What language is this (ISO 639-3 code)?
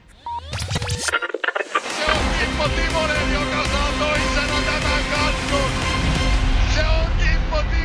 fin